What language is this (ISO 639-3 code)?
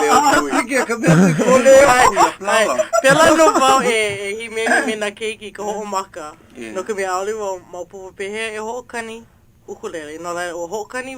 haw